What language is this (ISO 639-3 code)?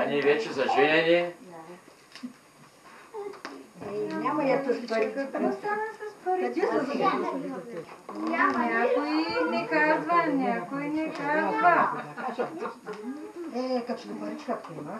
bul